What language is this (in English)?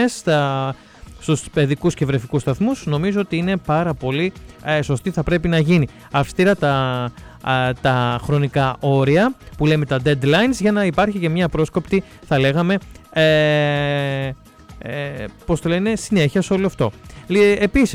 Greek